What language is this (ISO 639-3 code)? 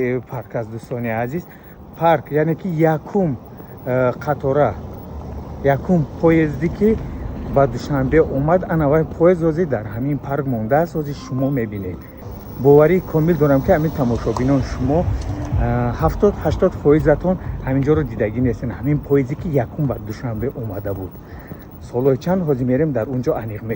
tgk